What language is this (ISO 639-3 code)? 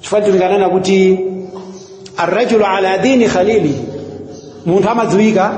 nya